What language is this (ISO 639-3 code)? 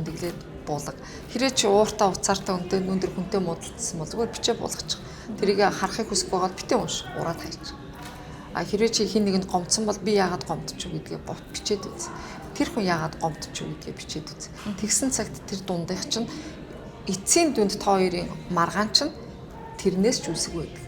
mon